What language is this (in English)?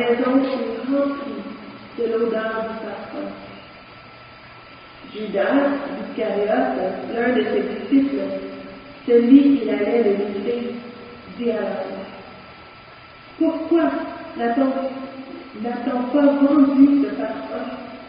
French